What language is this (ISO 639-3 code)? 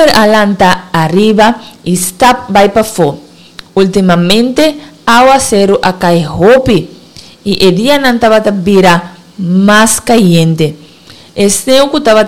pap